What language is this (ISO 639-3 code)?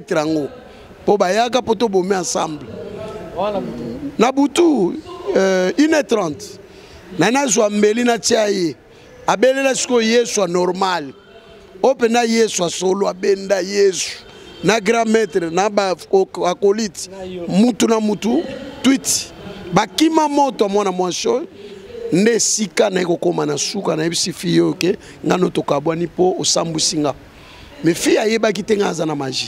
lin